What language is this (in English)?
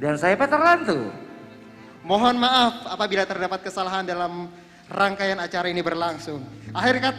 Banjar